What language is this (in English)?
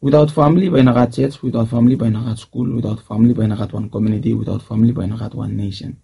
Bislama